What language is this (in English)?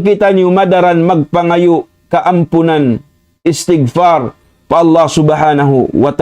Tausug